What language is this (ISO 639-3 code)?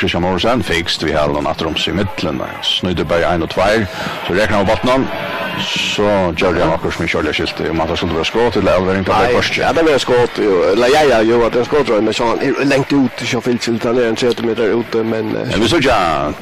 fao